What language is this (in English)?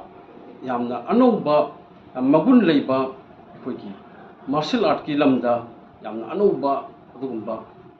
Manipuri